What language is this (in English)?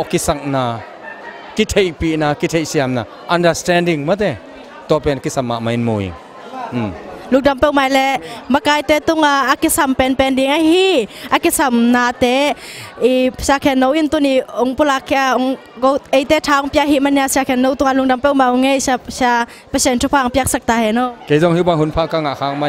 Tedim Chin